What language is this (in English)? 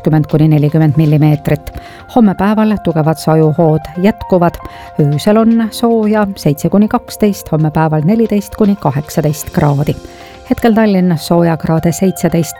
Estonian